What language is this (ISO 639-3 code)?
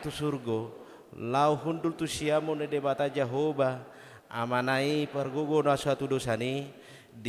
bbc